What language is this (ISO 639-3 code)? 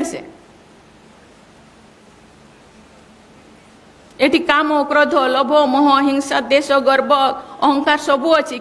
ori